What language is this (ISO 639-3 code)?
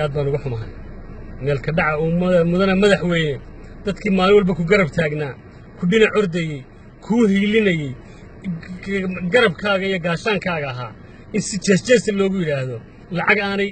som